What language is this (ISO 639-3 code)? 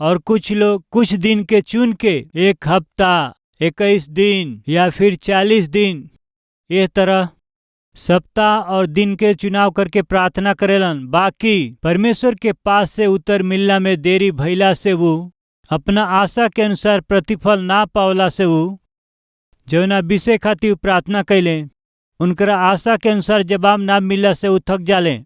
bho